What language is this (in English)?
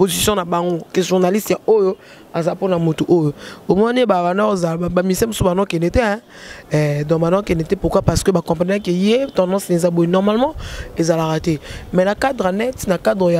Lingala